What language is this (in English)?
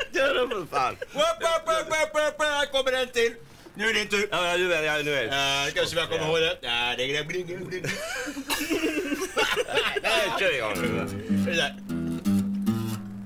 Swedish